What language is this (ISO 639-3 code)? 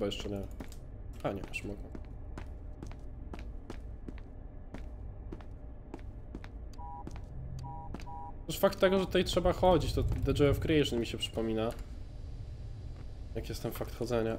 pol